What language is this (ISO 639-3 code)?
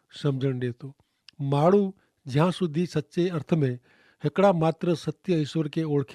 kfr